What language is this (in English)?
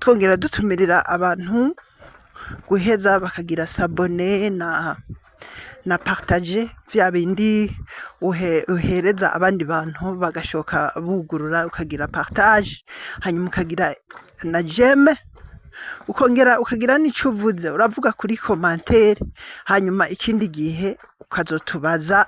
Rundi